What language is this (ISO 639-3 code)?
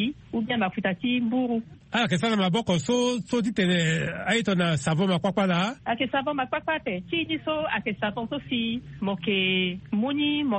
sag